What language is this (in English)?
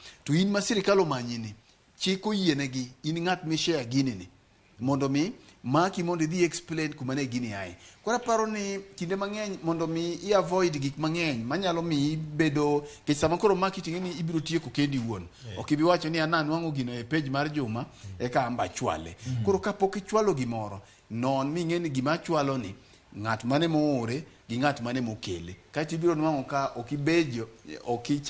Luo (Kenya and Tanzania)